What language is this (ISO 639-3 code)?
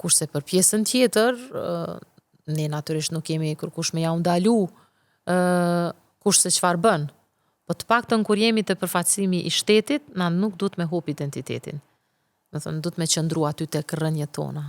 sqi